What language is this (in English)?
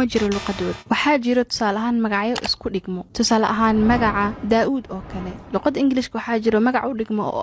Somali